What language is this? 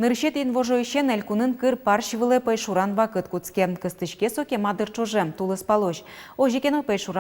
Udmurt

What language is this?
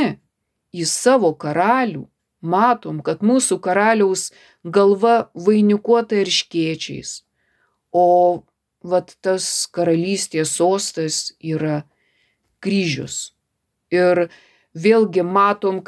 Lithuanian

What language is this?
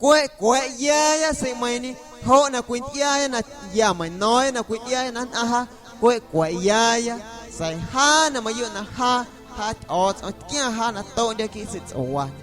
Guerrero Amuzgo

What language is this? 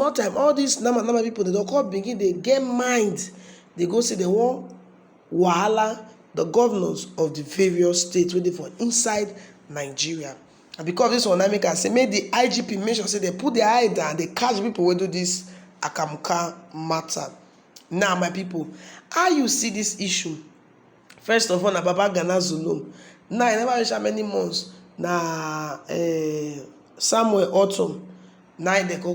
Nigerian Pidgin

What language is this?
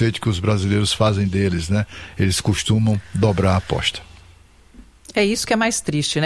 Portuguese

